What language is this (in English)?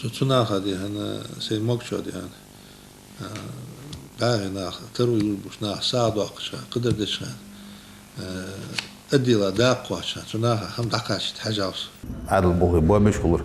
Ingush